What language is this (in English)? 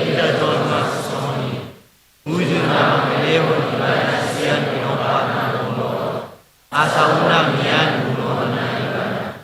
Batak Toba